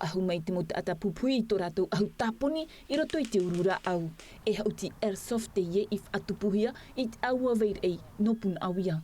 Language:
Tahitian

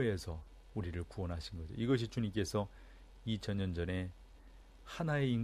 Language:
Korean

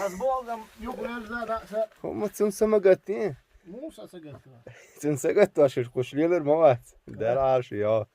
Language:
Chechen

